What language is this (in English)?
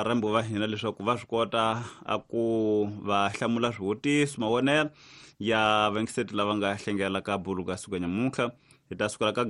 Tsonga